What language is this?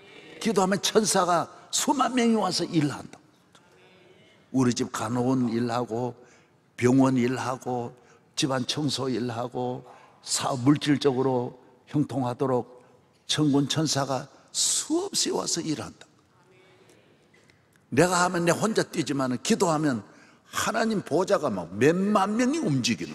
Korean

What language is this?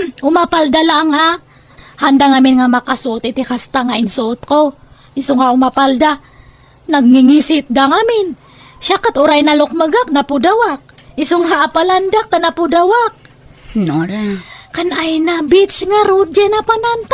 Iloko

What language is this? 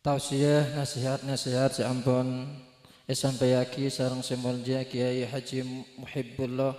Madurese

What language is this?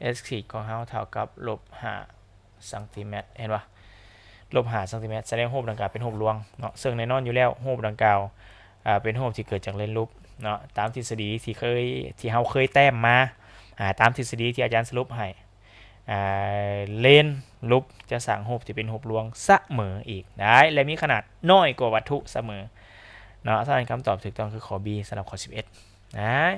Lao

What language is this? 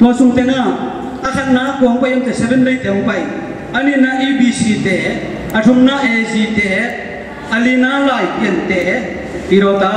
Tedim Chin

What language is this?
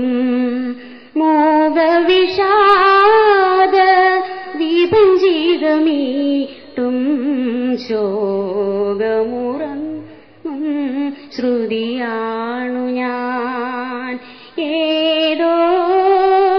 Malayalam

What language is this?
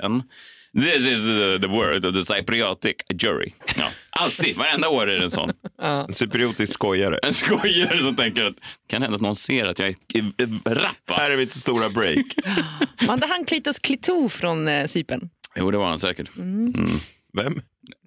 Swedish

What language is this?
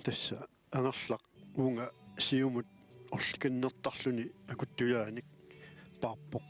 Kalaallisut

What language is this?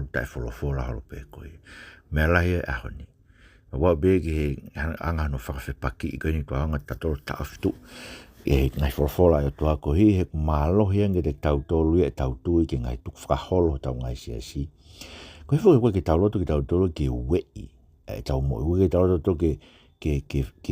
Tongan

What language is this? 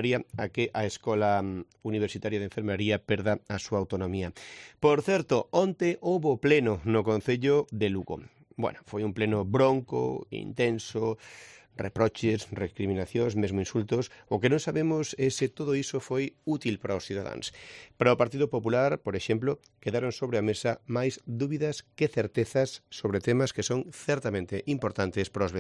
Galician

